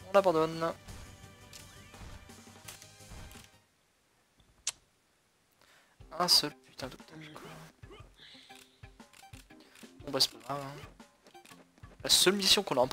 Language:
French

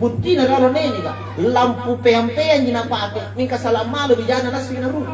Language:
Makasar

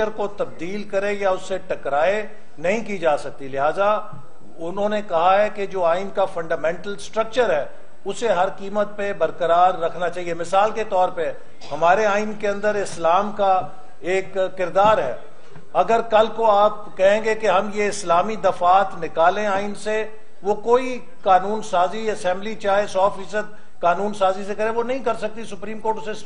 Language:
Urdu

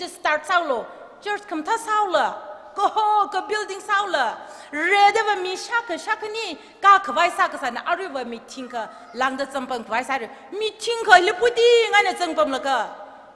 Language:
Tangkhul Naga (India)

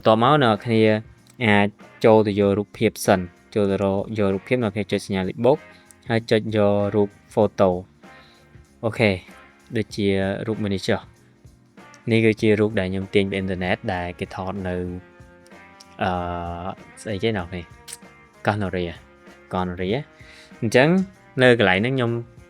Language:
Khmer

